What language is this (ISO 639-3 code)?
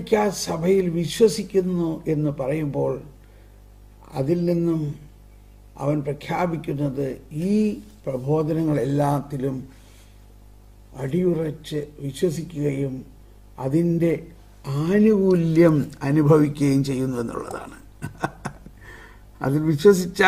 mal